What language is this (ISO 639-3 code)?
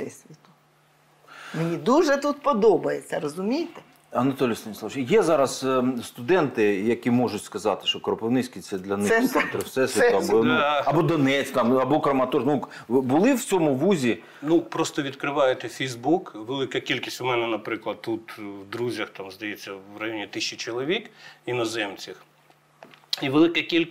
ukr